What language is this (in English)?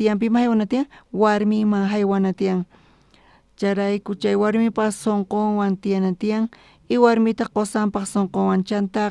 South Bolivian Quechua